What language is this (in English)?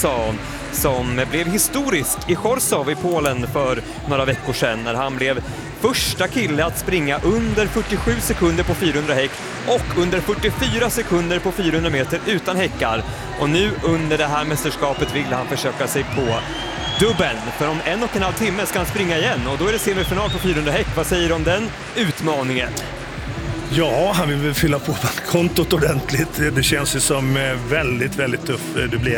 Swedish